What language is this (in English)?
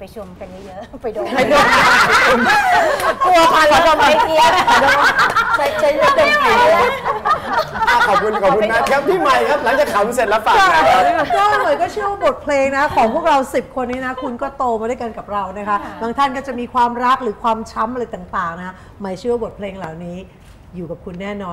Thai